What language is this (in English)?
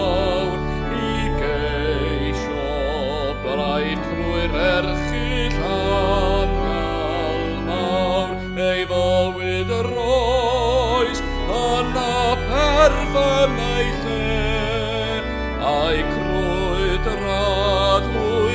Welsh